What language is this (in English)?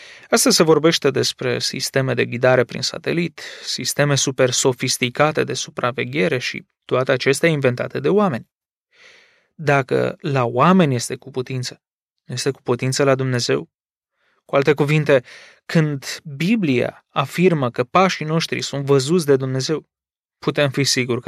Romanian